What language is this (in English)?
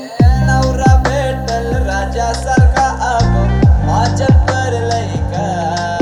Marathi